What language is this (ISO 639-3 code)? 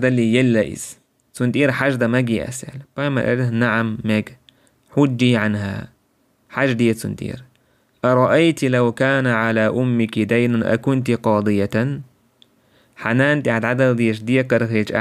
che